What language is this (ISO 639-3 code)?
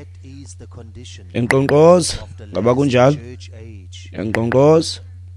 xho